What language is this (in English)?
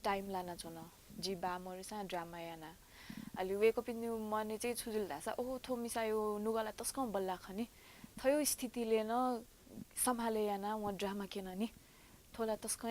Newari